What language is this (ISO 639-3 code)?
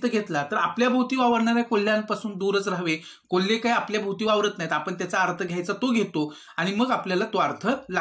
mar